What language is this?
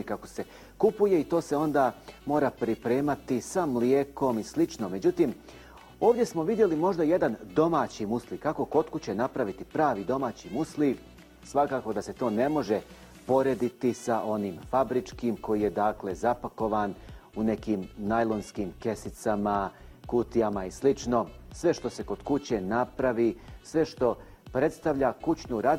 Bosnian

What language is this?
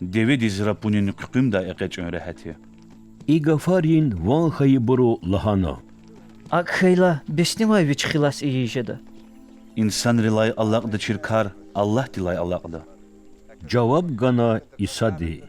Lezghian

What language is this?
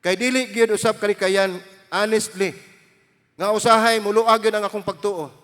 Cebuano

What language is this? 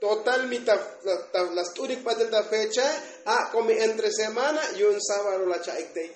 Tzotzil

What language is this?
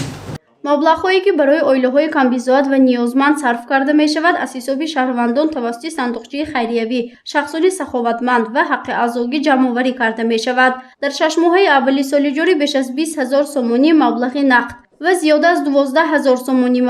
Tajik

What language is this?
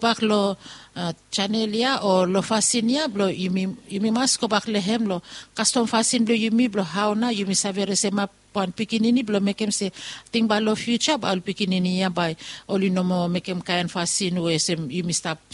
Bislama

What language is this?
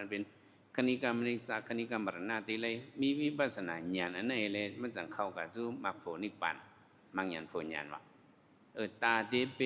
Shan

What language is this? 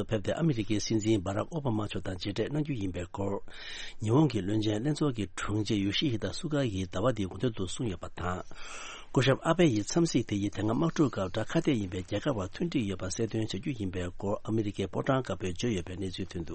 Tibetan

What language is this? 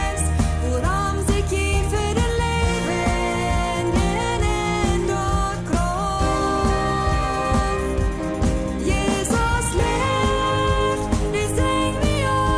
Plautdietsch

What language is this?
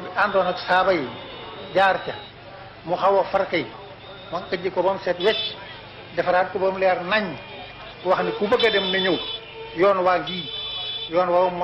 Wolof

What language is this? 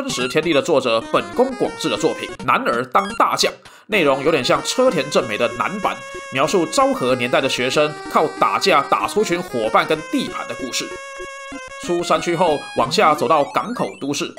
Chinese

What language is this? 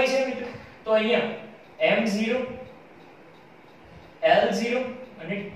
Gujarati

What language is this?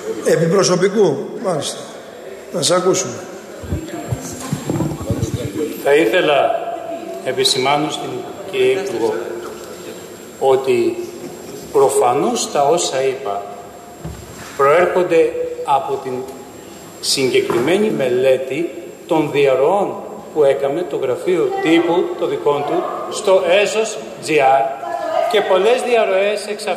Greek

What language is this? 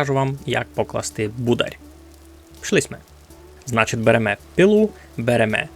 Rusyn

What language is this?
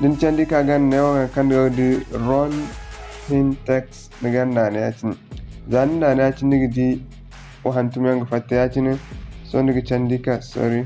Zarma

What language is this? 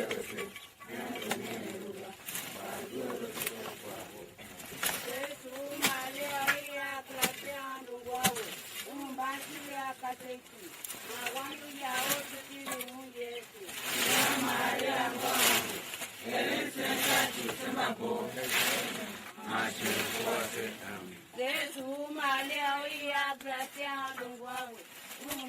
Tiv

